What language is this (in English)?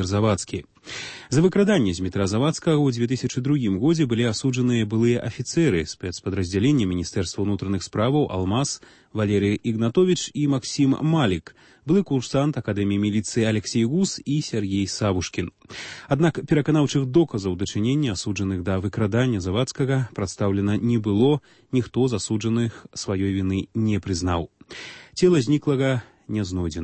Belarusian